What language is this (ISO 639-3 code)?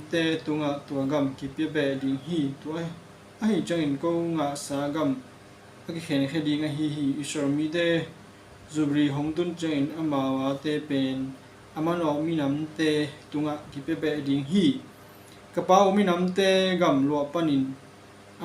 ctd